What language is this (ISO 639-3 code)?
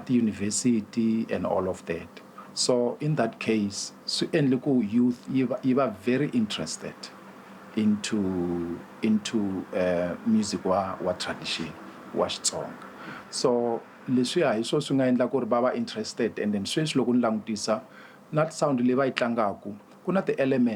tso